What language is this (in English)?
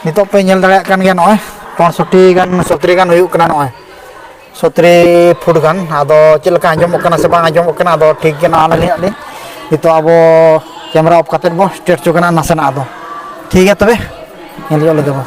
Santali